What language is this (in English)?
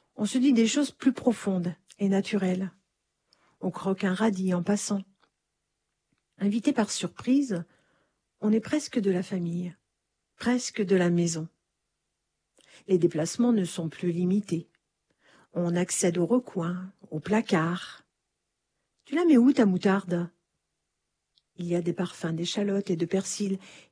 French